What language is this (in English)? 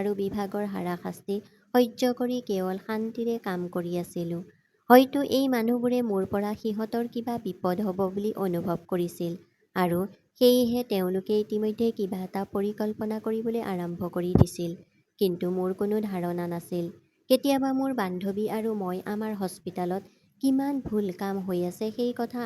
Assamese